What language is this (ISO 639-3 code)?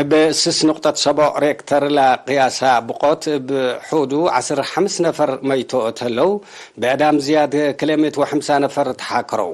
tig